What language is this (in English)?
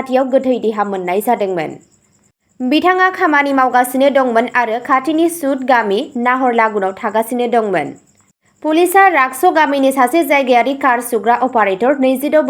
Bodo